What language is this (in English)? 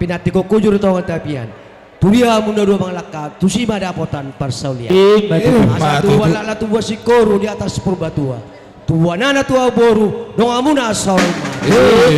Batak Toba